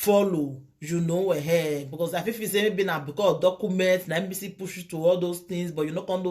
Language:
Nigerian Pidgin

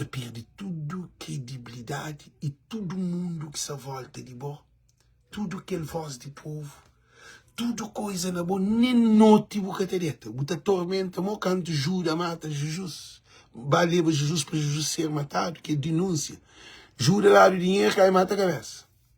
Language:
Kabuverdianu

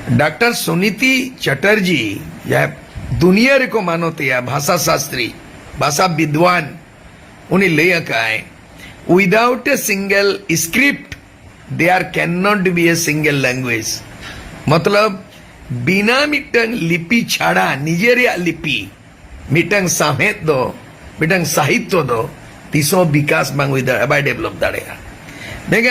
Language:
Santali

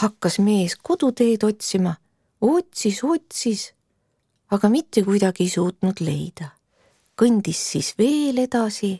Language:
Estonian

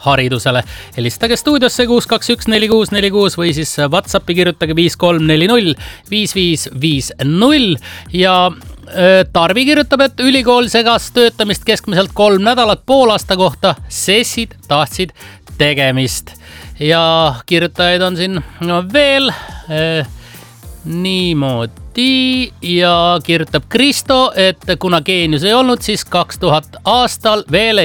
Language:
Estonian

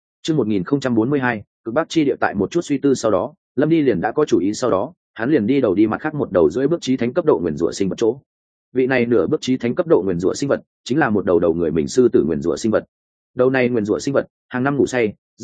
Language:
Vietnamese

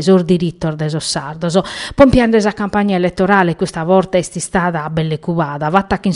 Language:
Sardinian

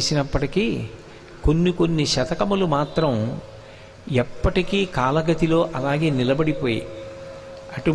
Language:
Telugu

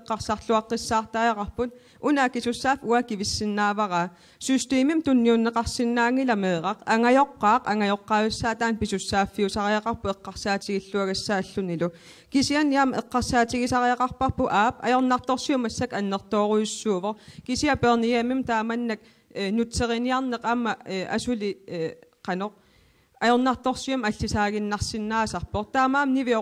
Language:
Kalaallisut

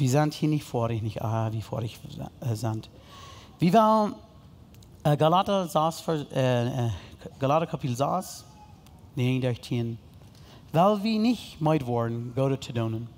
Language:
Plautdietsch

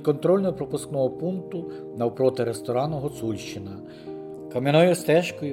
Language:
Ukrainian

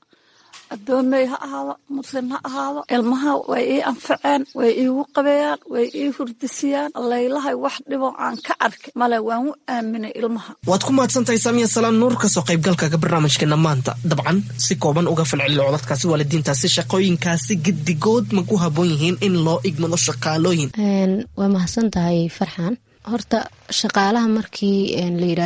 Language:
Somali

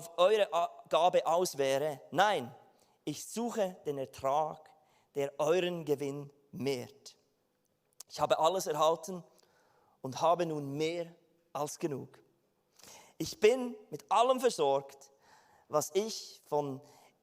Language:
Swiss German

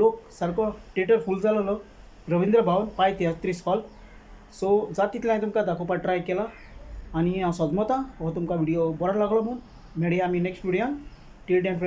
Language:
Konkani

